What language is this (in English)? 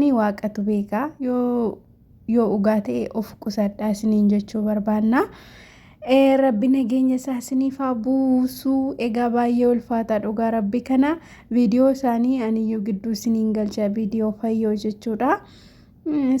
Oromo